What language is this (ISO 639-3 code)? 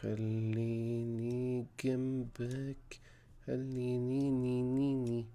acm